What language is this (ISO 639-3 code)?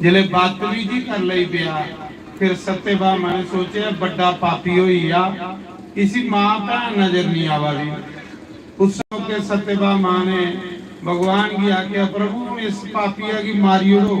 doi